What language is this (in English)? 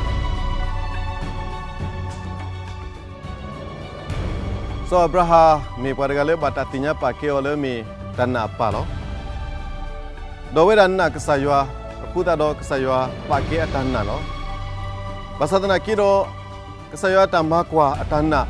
S'gaw Karen